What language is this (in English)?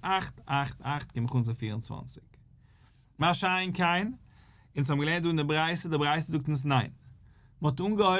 Yiddish